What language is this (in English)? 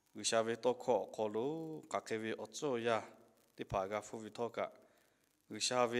Lahu